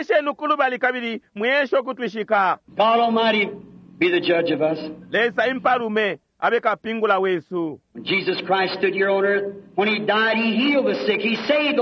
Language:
Bemba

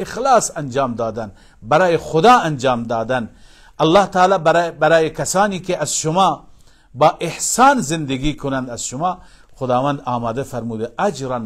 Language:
Persian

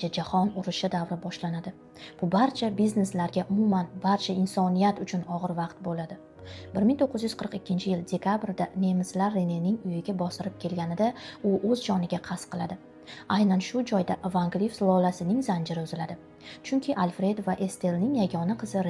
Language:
Uzbek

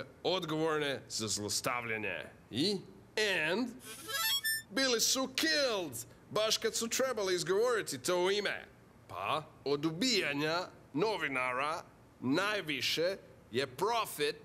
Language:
Croatian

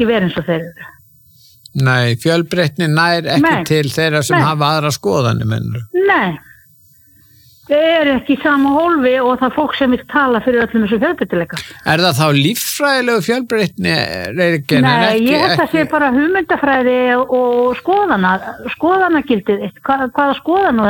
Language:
Icelandic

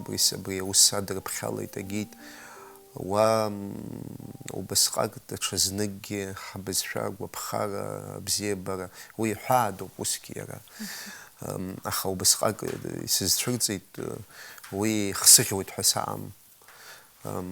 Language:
Abkhazian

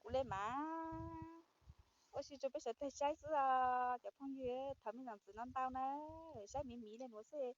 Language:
Hmong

